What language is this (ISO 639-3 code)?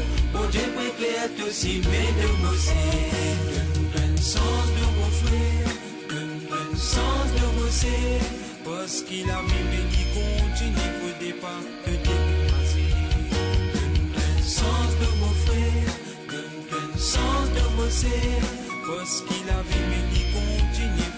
mfe